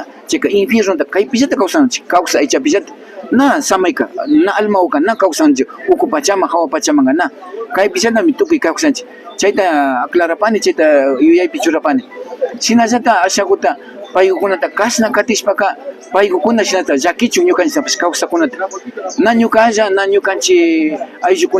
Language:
Imbabura Highland Quichua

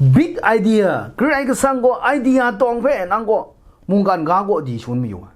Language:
Kachin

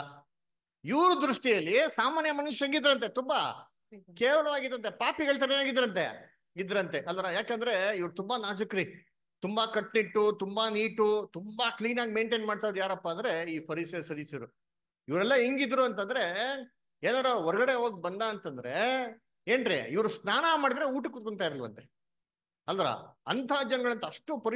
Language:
Kannada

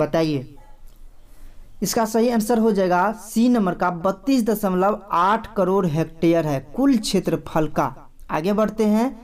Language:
Hindi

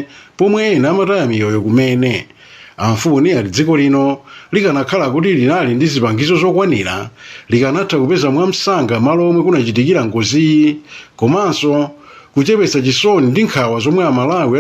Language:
Nyanja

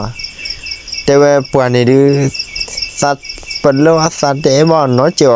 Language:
S'gaw Karen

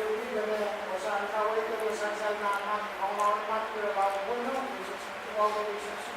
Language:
Pohnpeian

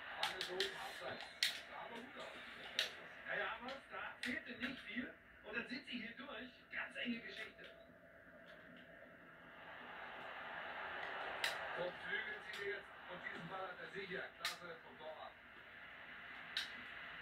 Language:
German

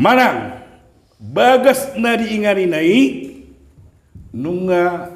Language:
Batak Toba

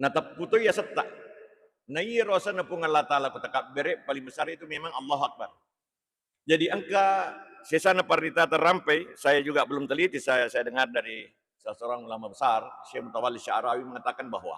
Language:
Buginese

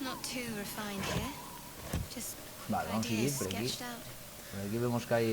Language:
Asturian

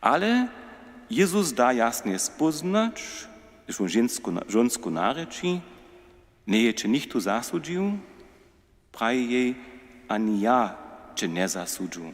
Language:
Upper Sorbian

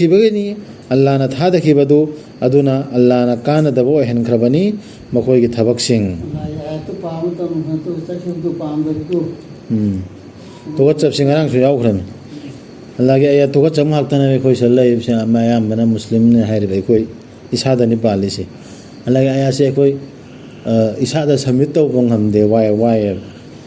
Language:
Manipuri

